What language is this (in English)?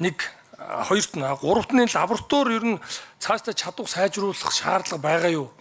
Mongolian